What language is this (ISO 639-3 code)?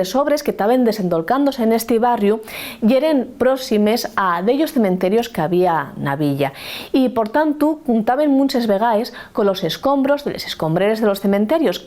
ast